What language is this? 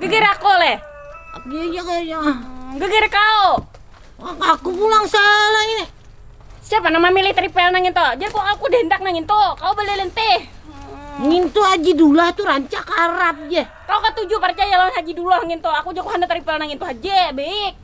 Banjar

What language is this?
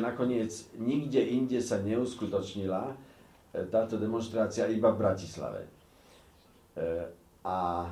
Slovak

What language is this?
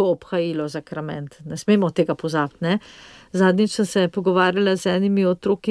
Slovenian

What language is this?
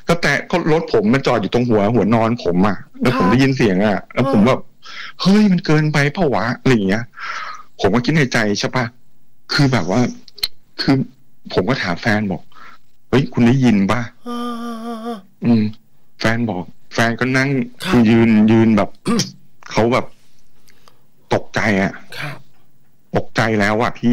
Thai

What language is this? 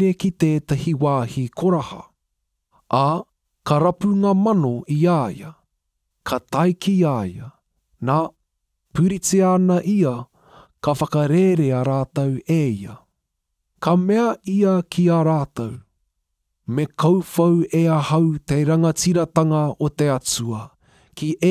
Māori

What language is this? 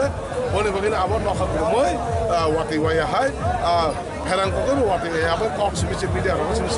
Kok Borok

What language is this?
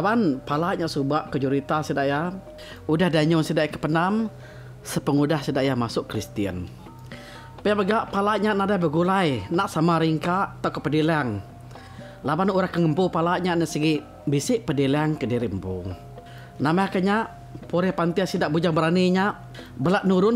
Iban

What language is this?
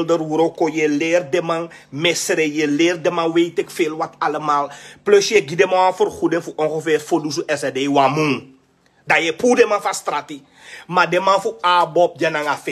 Sranan Tongo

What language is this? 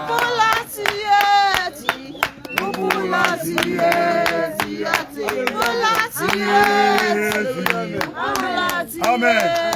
Tswana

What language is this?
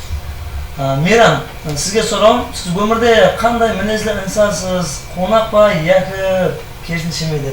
Kara-Kalpak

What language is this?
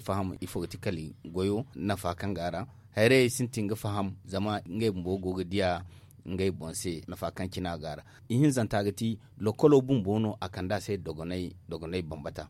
Zarma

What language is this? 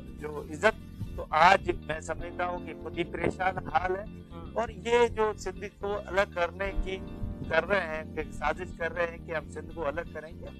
Urdu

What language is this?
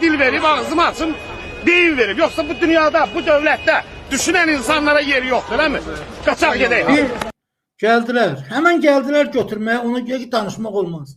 Azerbaijani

